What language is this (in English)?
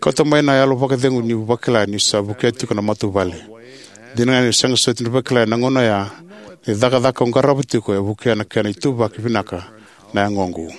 Fijian